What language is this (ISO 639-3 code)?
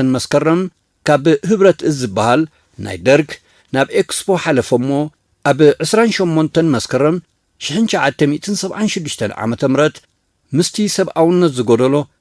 tir